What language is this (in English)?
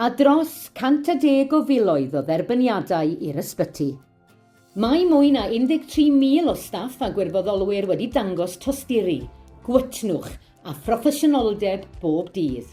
Welsh